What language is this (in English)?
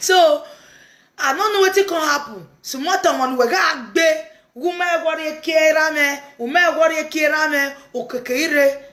Nigerian Pidgin